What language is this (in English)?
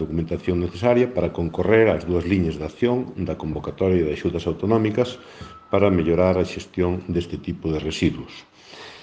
Galician